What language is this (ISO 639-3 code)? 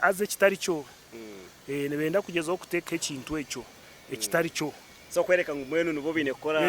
nyn